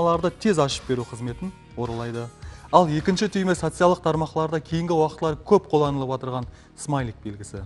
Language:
Kara-Kalpak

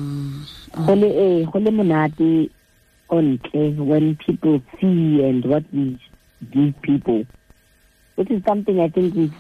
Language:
Tswana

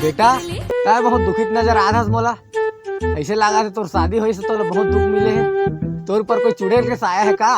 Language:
Chhattisgarhi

